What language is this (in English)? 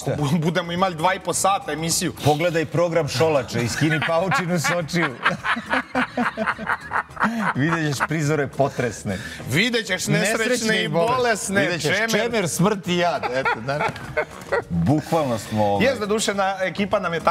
Serbian